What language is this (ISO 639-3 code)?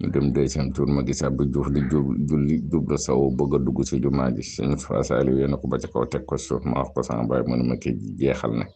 wol